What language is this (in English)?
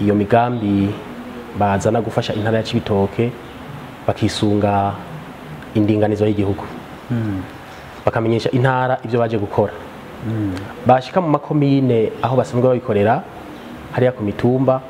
Rundi